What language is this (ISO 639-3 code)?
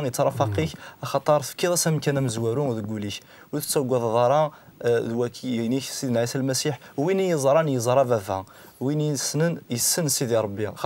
kab